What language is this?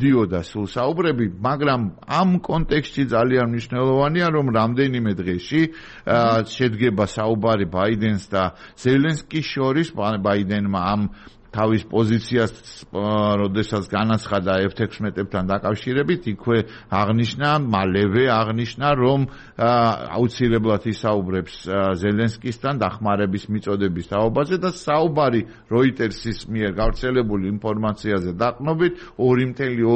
Georgian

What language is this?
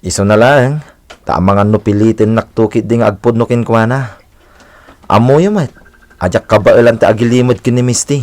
Iloko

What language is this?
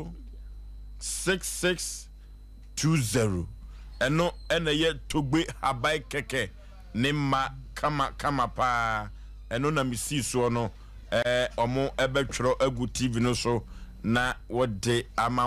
Akan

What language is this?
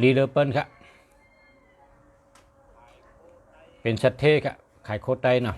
Shan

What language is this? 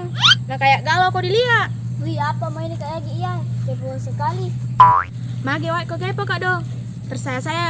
Makassar Malay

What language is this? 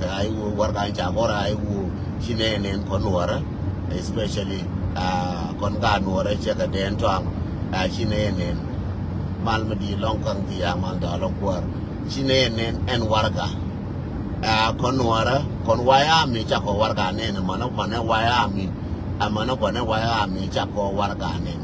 Nuer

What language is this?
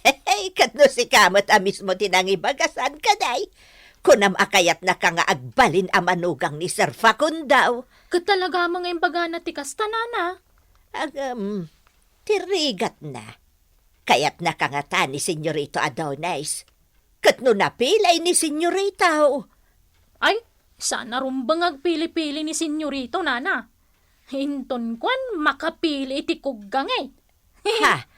Iloko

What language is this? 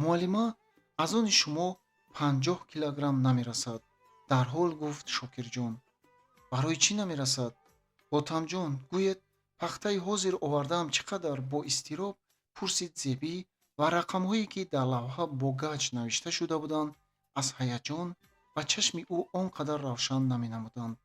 Tajik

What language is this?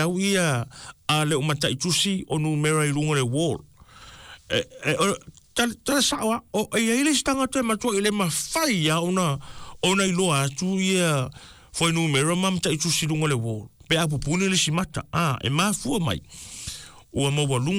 Samoan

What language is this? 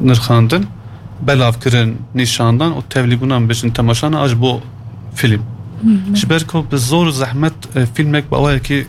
Kurdish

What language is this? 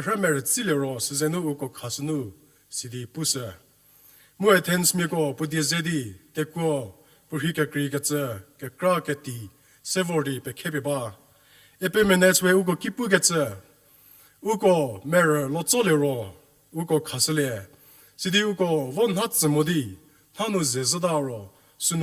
Angami Naga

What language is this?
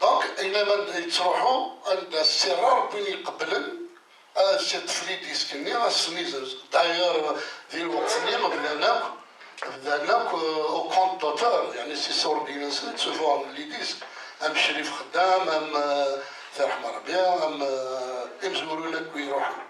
Kabyle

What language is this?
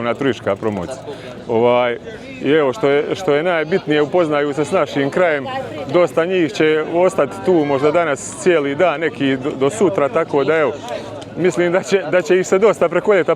Bosnian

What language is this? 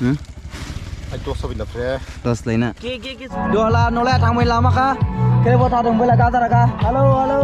Dimasa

